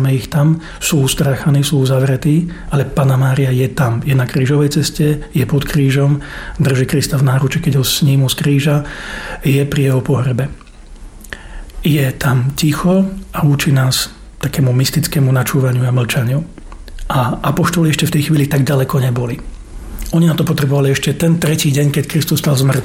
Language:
Slovak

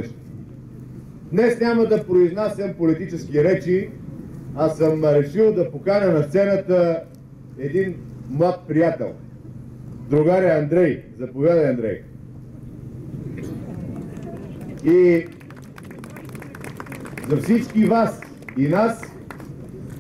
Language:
Bulgarian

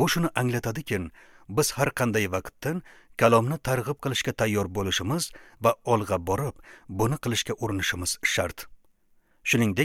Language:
Uzbek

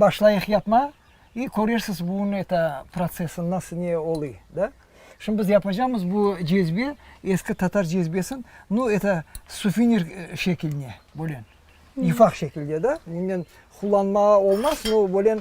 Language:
Crimean Tatar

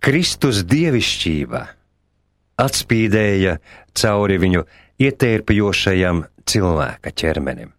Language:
Latvian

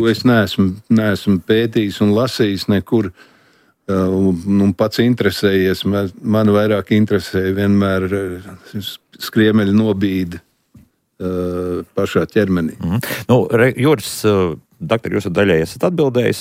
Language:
Latvian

